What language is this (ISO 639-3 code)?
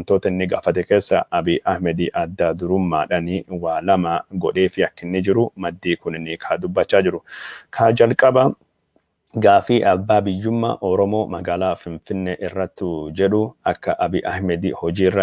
orm